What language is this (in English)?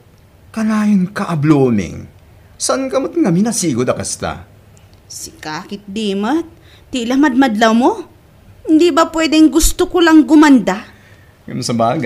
Iloko